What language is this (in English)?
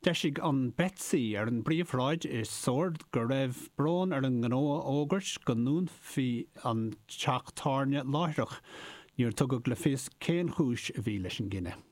Irish